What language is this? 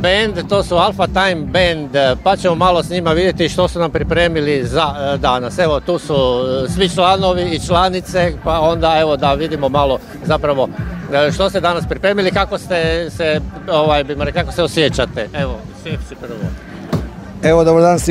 Croatian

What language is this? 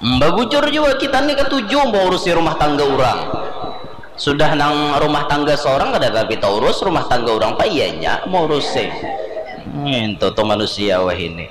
Banjar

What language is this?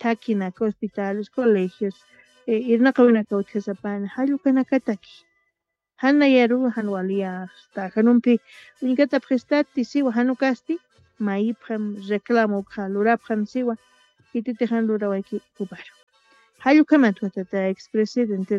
Aymara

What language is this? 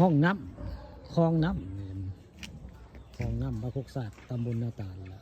Northeastern Thai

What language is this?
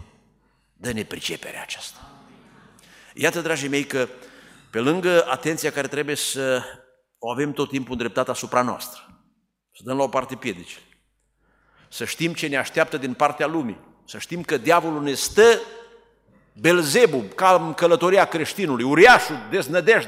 Romanian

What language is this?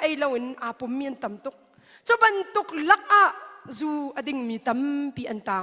Hakha Chin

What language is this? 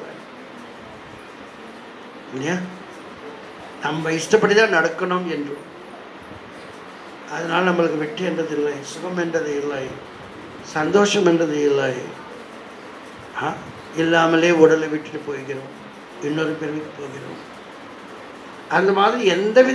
Tamil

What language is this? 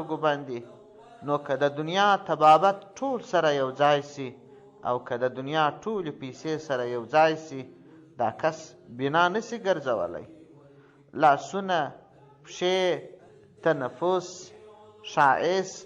Pashto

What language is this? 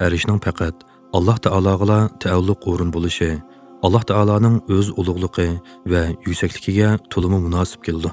Uyghur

